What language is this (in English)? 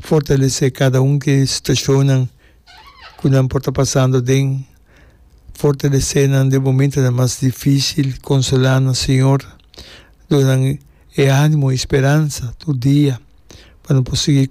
Papiamento